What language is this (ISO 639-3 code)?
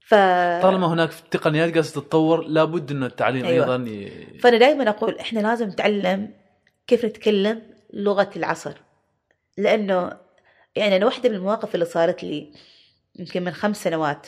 afb